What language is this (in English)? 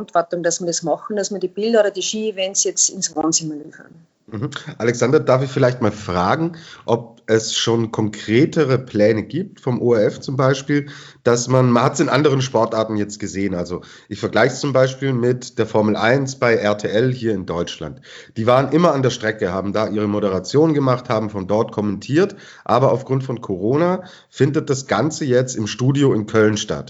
German